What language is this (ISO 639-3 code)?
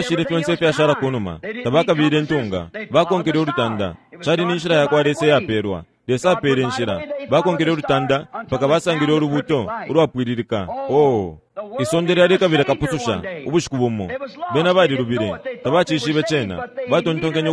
bem